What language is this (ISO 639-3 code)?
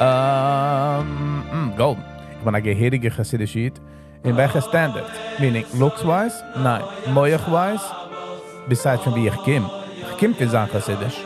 yid